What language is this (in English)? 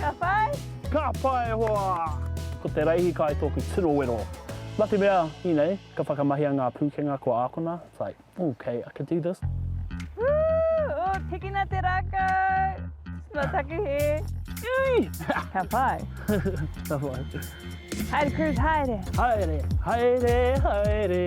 Māori